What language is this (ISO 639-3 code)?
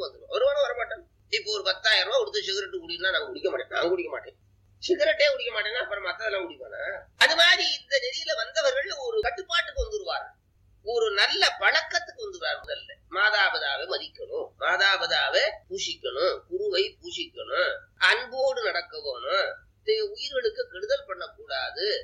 tam